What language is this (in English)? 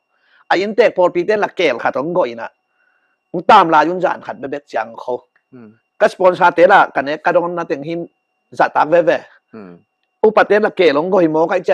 Tedim Chin